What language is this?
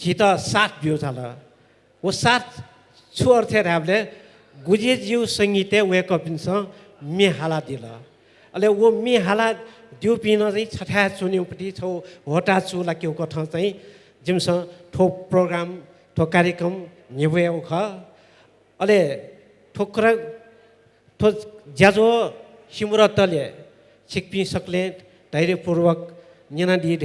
Newari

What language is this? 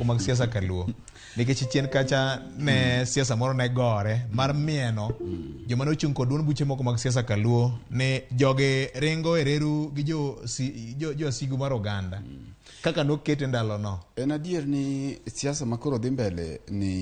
Luo (Kenya and Tanzania)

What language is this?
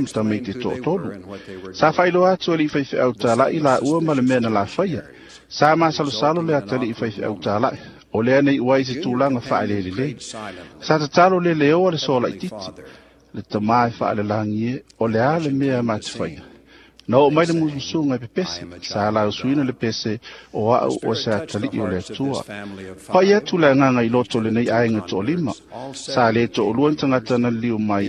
Samoan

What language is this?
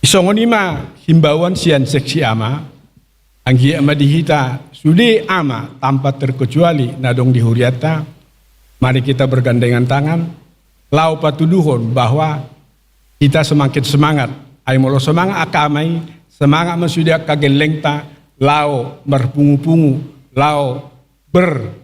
Batak Toba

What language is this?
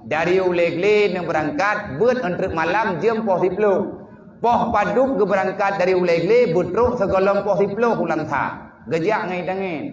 Achinese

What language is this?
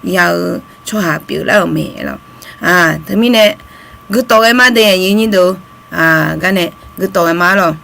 Akha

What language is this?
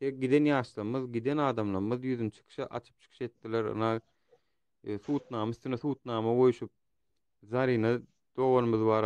Turkmen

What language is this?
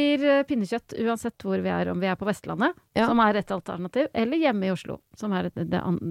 Norwegian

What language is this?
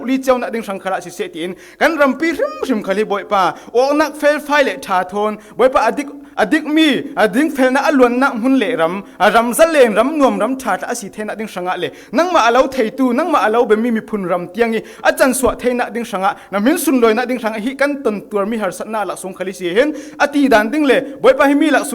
Falam Chin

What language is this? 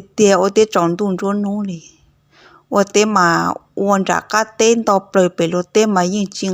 Hmong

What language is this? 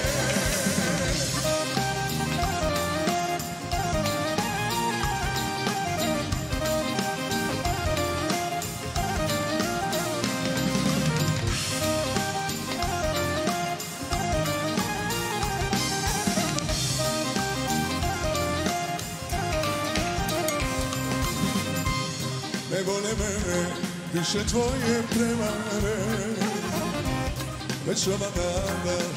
Serbian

